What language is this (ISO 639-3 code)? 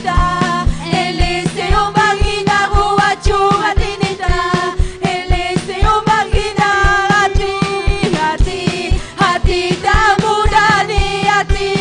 quy